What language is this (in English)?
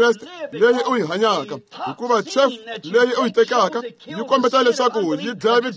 Tsonga